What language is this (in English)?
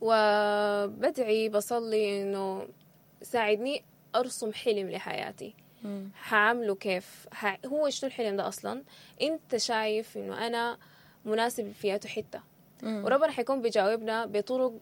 Sudanese Arabic